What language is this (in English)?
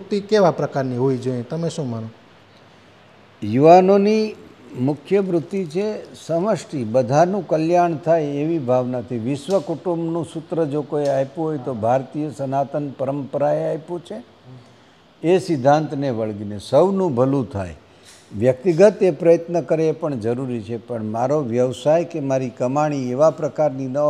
Gujarati